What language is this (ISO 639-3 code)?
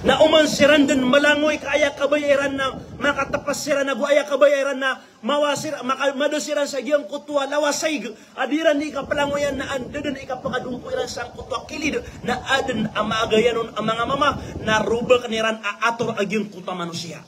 mrw